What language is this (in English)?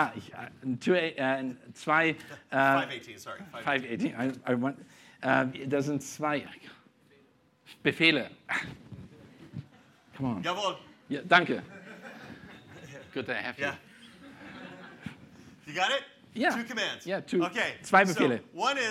German